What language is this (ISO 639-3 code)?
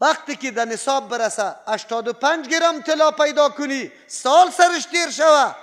fas